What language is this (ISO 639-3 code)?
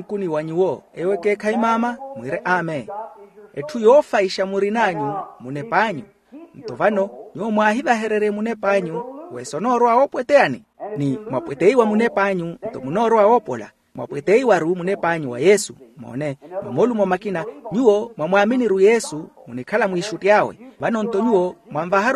vmw